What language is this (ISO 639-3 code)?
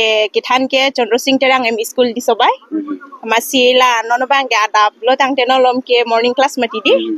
mjw